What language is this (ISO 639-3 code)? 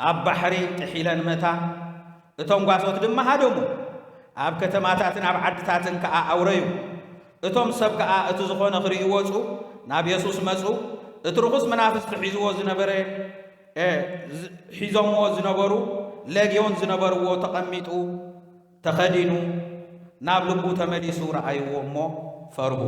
tir